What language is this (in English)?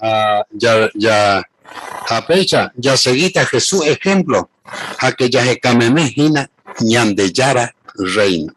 Guarani